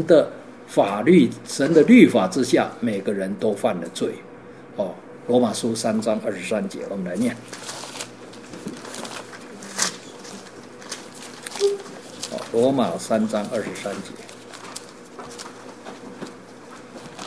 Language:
Chinese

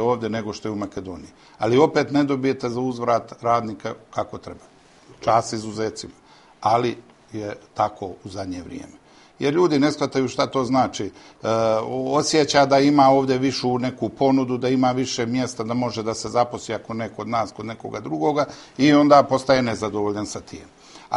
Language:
Bosnian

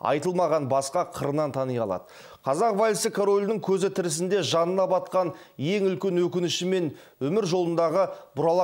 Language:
Kazakh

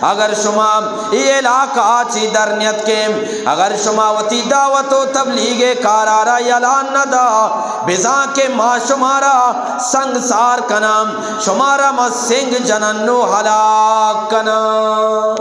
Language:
Eastern Balochi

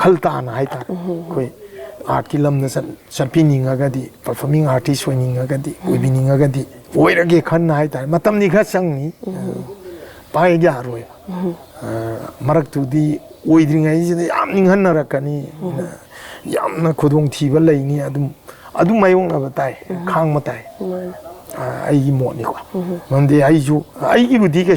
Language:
Manipuri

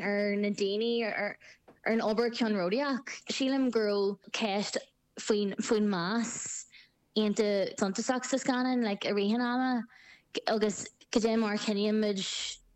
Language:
Irish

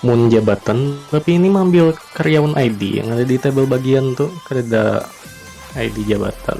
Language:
Banjar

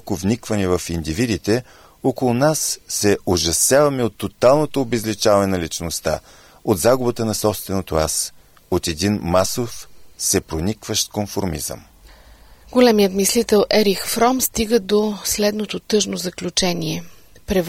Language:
Bulgarian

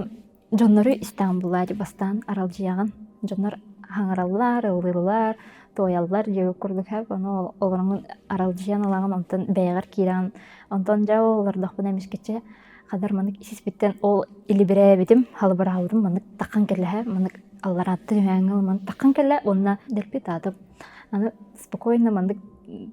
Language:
Yakut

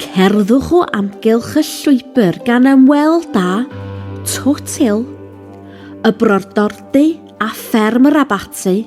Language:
Welsh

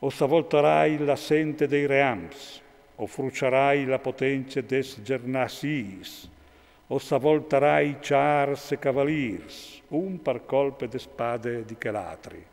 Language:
Friulian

